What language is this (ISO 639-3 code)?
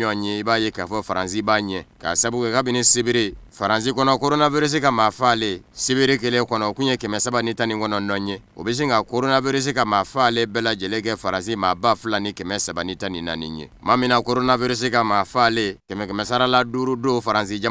bam